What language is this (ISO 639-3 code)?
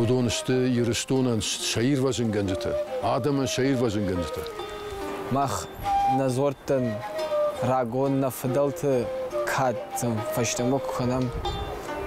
oss